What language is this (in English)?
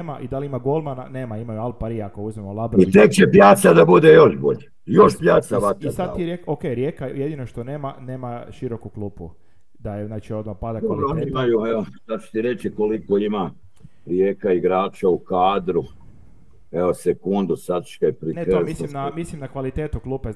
Croatian